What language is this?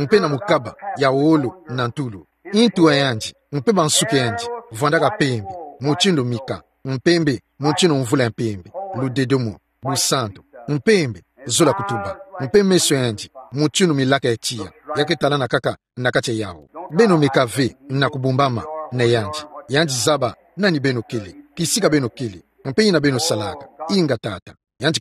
Kituba (Democratic Republic of Congo)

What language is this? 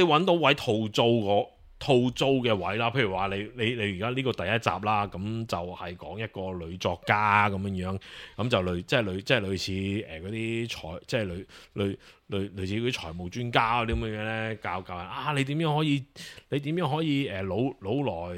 Cantonese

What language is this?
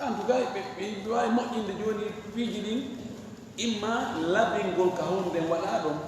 Fula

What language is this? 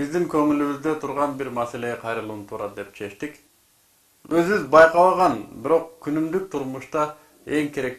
Kyrgyz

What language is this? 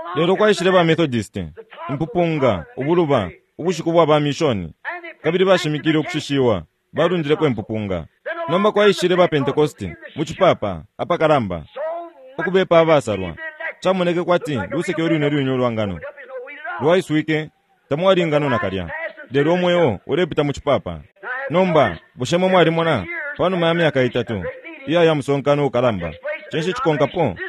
Bemba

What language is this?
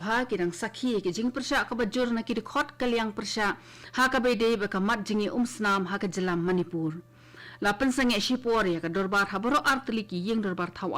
Khasi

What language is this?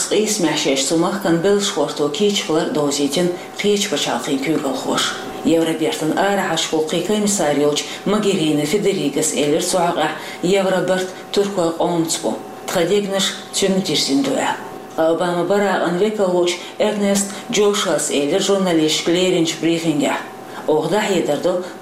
Chechen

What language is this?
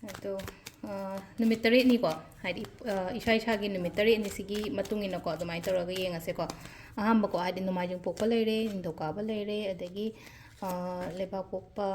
Manipuri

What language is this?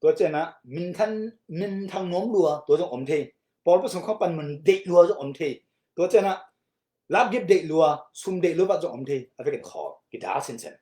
Tedim Chin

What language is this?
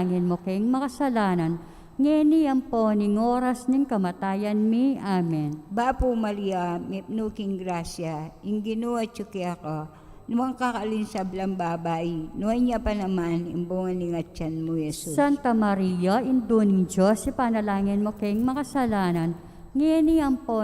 Pampanga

